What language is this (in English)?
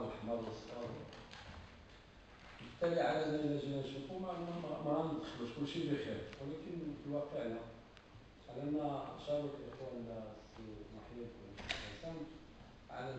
Moroccan Arabic